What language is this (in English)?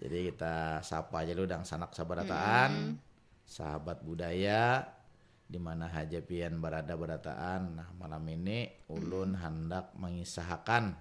Banjar